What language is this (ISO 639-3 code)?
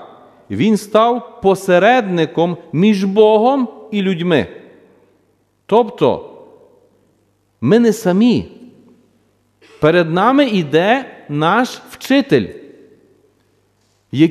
ukr